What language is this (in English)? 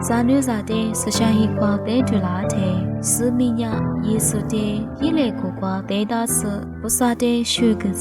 Lisu